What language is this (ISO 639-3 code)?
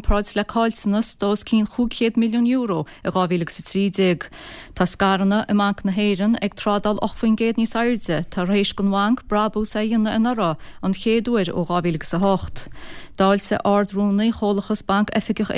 gle